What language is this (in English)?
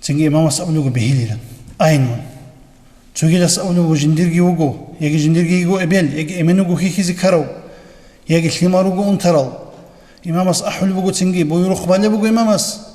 Avaric